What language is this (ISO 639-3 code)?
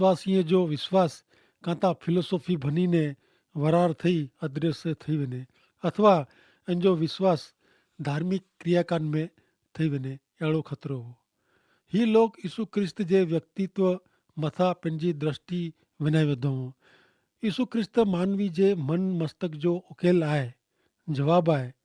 kfr